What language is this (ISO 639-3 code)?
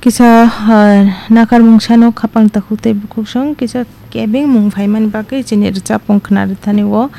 trp